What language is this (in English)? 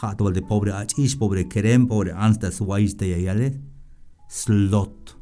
Tzeltal